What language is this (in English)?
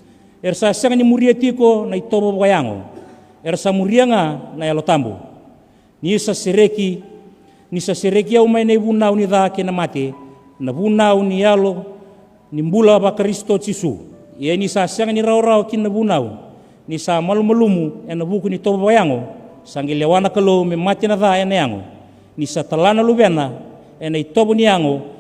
Fijian